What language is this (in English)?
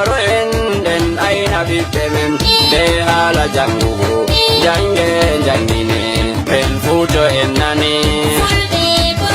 Fula